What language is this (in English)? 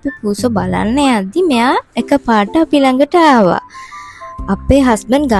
Sinhala